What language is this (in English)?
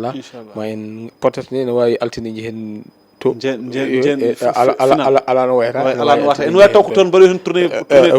Fula